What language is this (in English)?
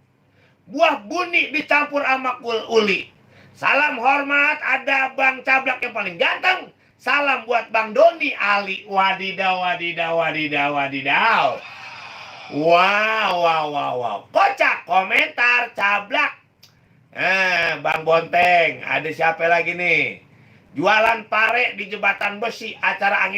Betawi